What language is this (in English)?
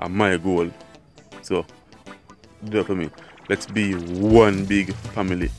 Jamaican Creole English